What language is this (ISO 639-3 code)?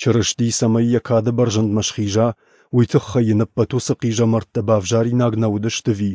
oss